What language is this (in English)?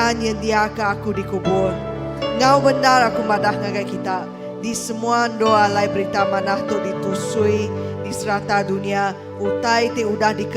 Iban